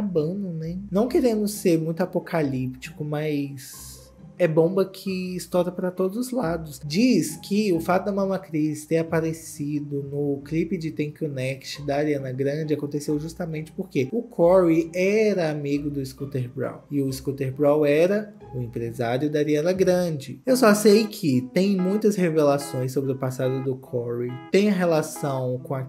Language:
Portuguese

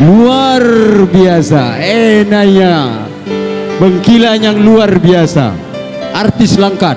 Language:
Batak Karo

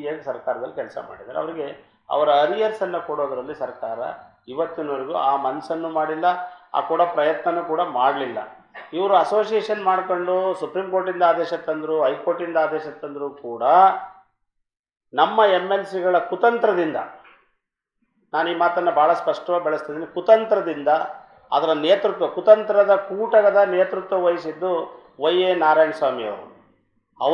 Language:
Kannada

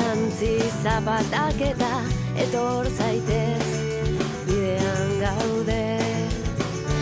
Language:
Basque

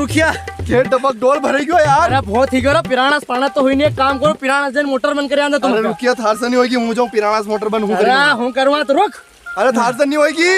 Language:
Rajasthani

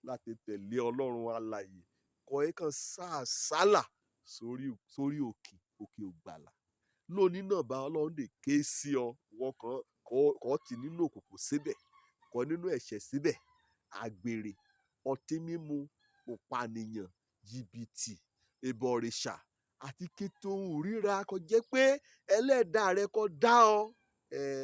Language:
Yoruba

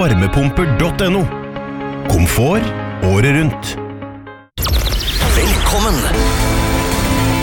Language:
Norwegian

